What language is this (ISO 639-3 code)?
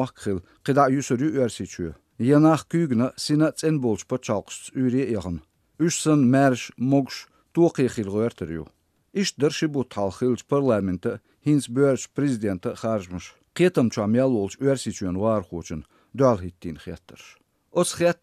che